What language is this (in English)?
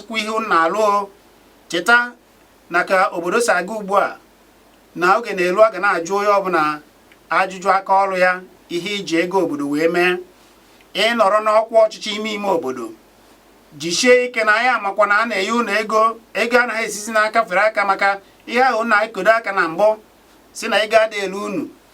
Igbo